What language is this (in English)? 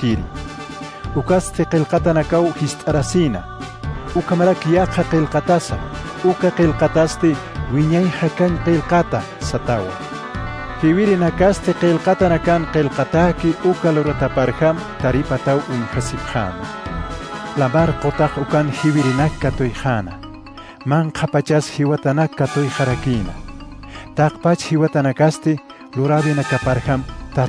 Aymara